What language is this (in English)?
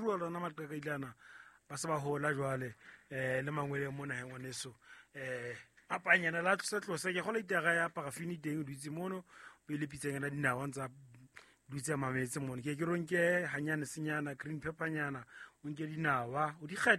Southern Sotho